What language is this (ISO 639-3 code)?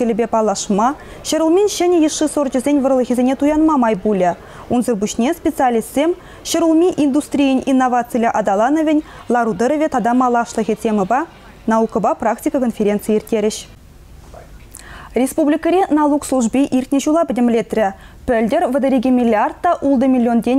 chv